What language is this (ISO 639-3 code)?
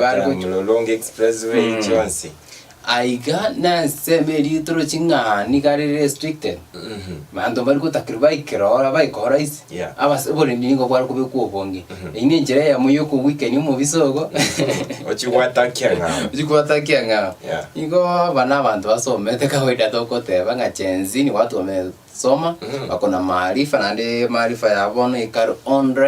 guz